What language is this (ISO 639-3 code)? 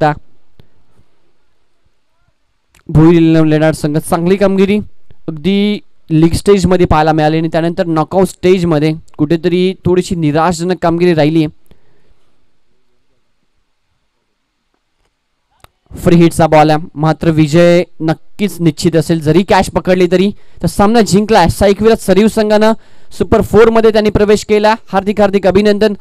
mar